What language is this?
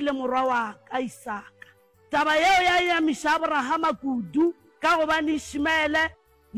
Northern Sotho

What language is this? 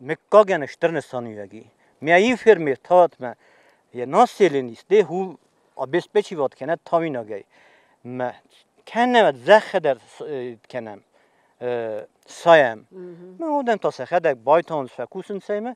Ossetic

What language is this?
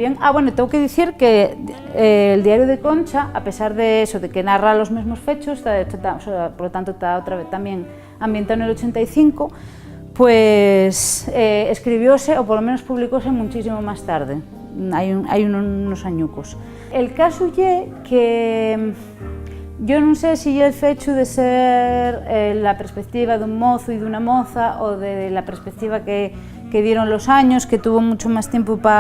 Asturian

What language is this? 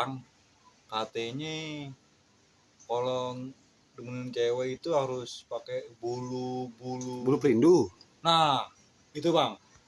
Betawi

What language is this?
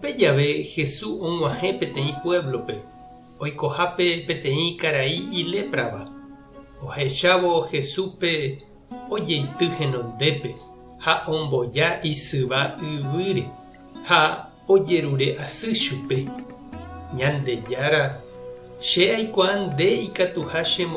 Guarani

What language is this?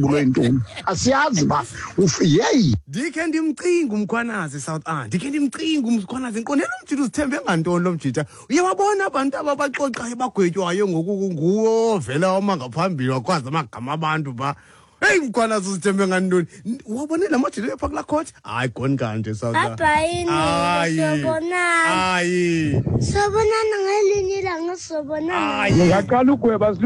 Xhosa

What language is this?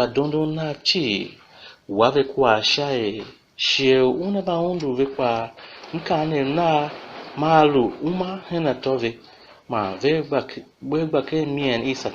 Tiv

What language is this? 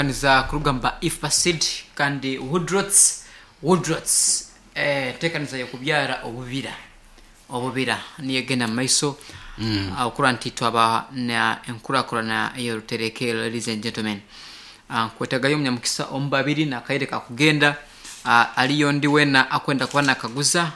Nyoro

